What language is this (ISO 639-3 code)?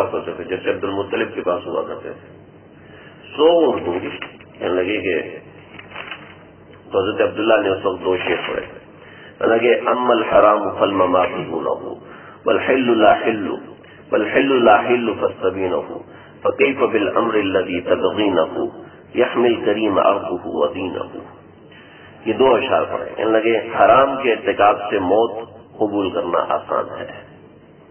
urd